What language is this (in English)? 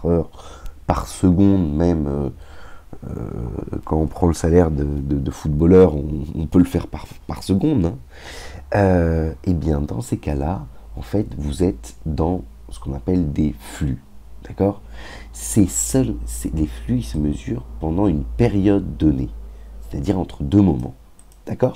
French